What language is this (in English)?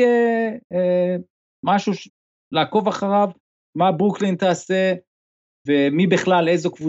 Hebrew